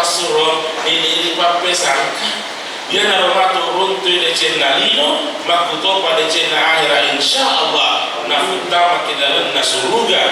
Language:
Buginese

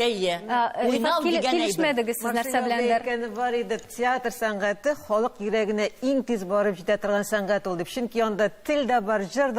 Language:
Tatar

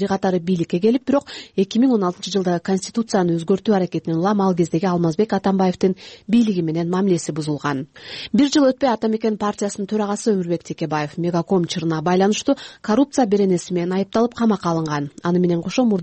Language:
Kyrgyz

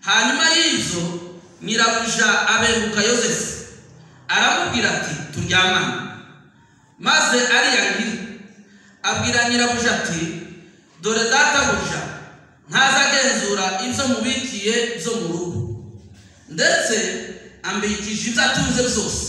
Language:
Kinyarwanda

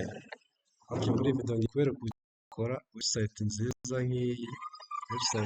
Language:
Kinyarwanda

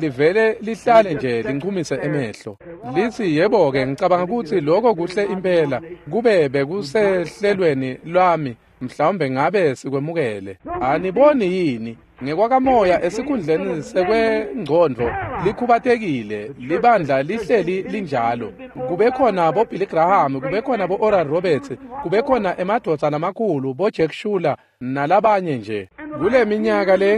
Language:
Swati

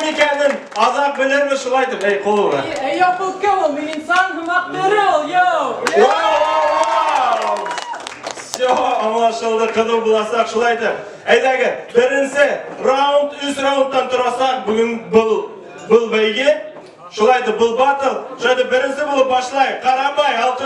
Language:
Bashkir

